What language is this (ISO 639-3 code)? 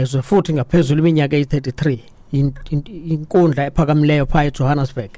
xho